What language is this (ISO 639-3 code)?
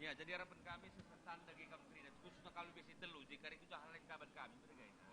btx